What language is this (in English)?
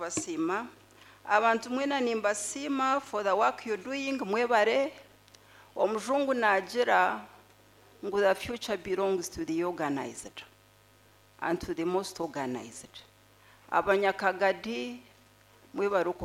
Nyankole